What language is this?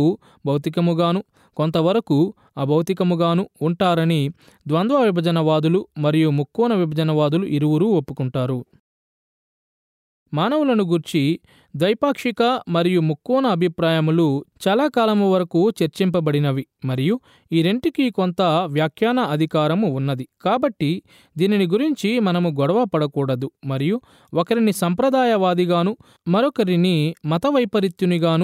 Telugu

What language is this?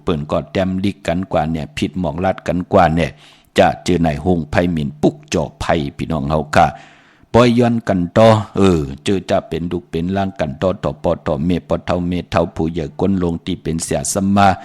Shan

